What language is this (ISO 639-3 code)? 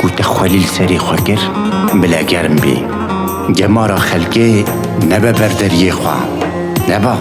kur